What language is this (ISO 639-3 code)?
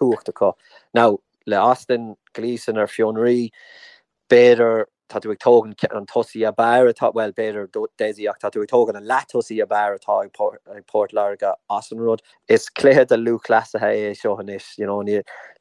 gle